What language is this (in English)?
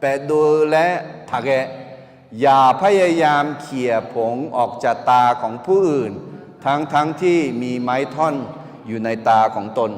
Akha